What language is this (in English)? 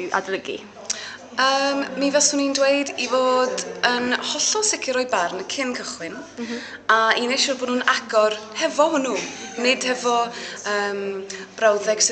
Welsh